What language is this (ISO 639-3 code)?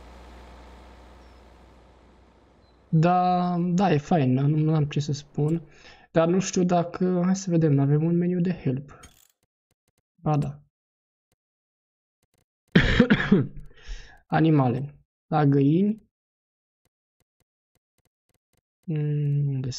ron